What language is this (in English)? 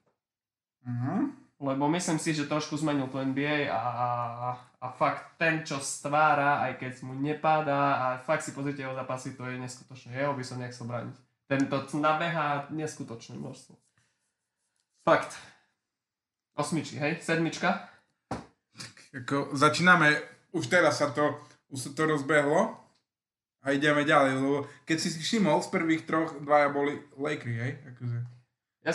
Slovak